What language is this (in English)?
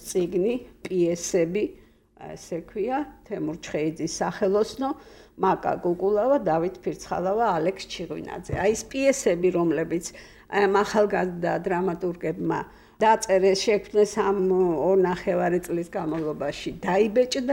Georgian